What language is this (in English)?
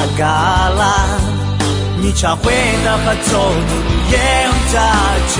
Akha